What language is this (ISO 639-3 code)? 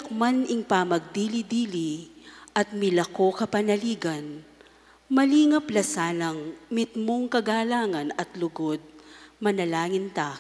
pam